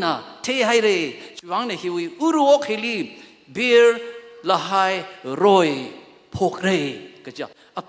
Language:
Tangkhul Naga (India)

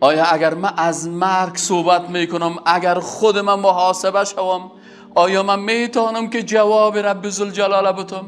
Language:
Persian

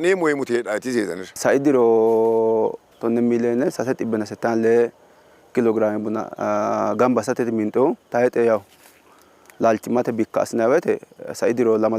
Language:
Sidamo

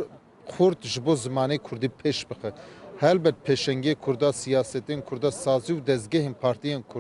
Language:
Kurdish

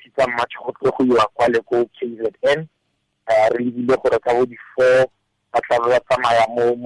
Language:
Tswana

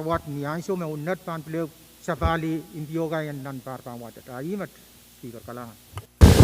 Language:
Pohnpeian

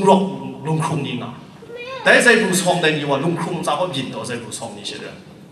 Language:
Thai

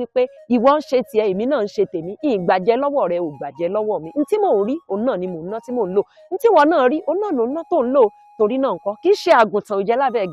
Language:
Yoruba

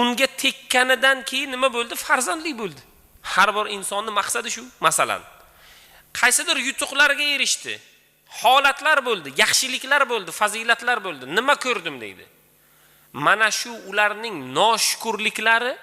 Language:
Uzbek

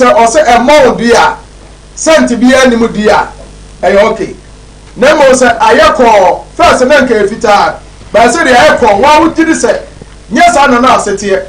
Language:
Akan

